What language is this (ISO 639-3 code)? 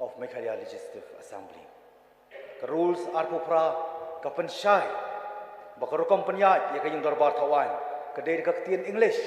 kha